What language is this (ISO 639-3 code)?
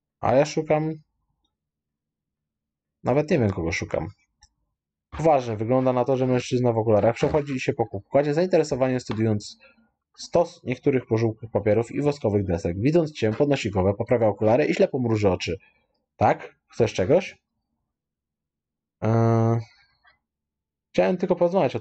pol